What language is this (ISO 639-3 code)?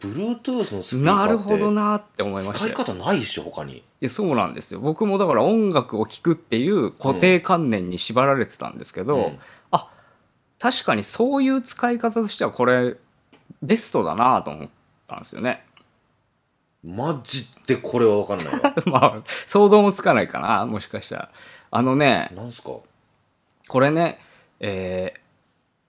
jpn